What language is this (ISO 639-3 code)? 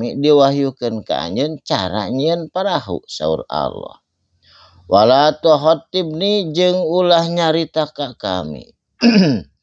sun